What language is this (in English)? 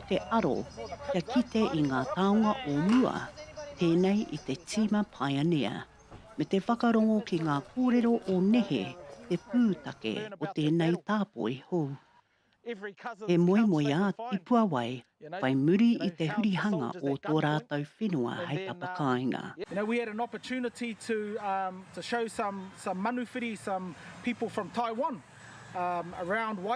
Māori